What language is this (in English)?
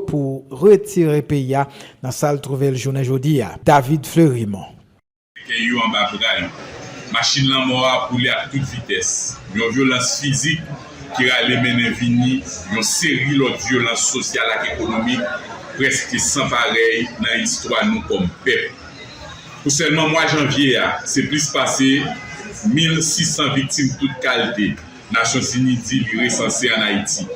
Haitian Creole